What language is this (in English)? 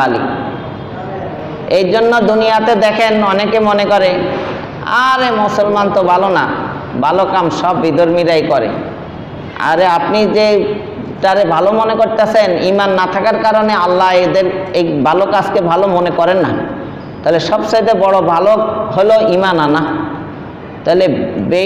Bangla